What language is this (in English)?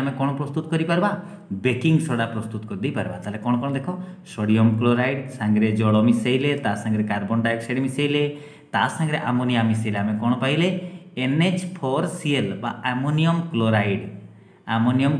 Odia